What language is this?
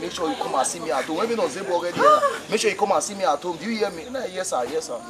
Bini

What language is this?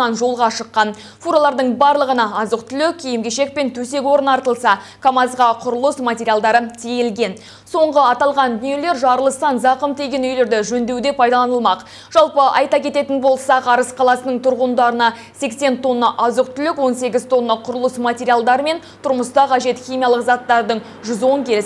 Kazakh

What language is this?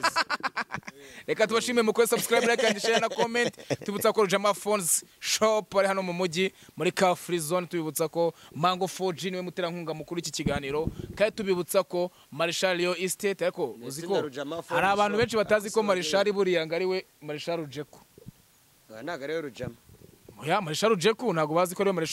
Kinyarwanda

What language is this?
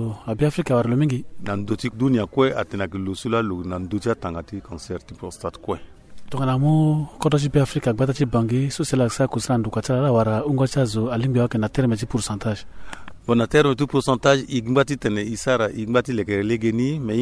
Sango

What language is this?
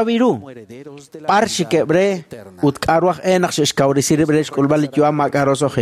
Kekchí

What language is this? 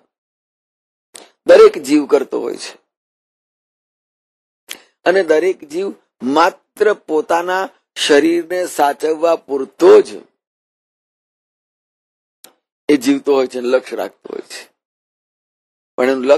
Gujarati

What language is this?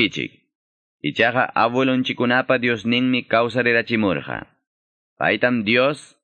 Quechua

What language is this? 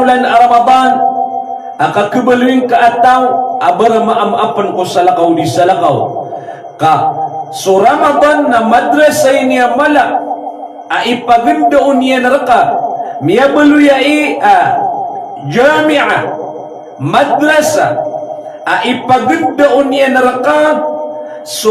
Maranao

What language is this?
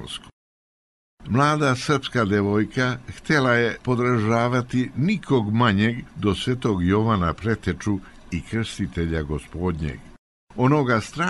Serbian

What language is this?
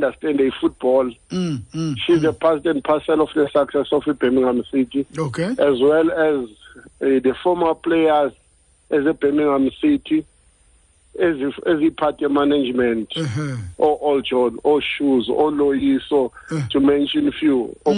Xhosa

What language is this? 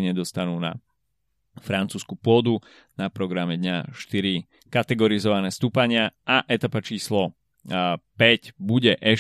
Slovak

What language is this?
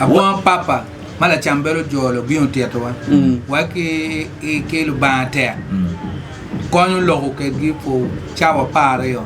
Acoli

